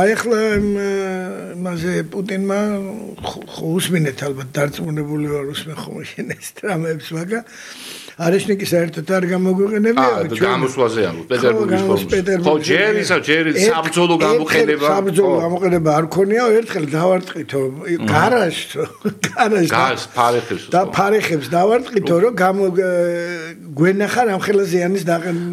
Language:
Georgian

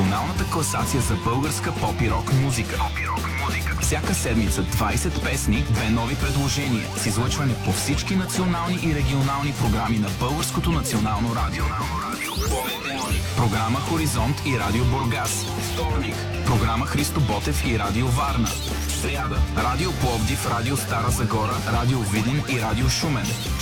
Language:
Bulgarian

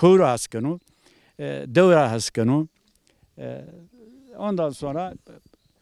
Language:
Zaza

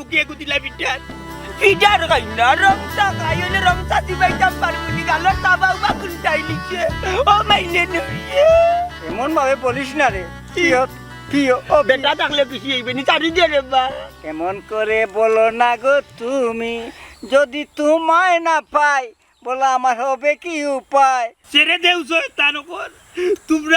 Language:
Sylheti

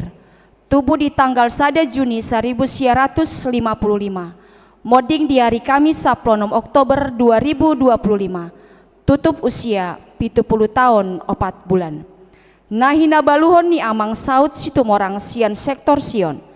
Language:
Batak Toba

